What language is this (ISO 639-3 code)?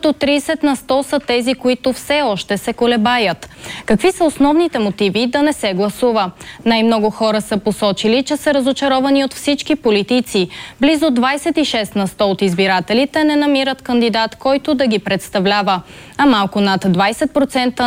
bul